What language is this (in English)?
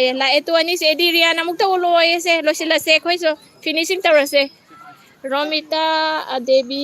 Manipuri